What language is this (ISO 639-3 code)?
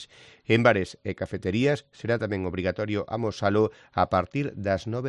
glg